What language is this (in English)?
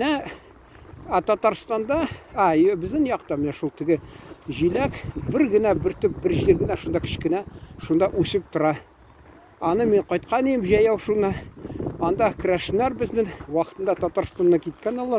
Tatar